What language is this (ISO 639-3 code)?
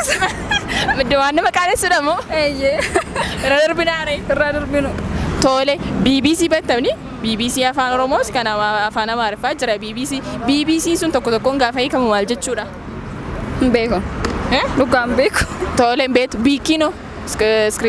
orm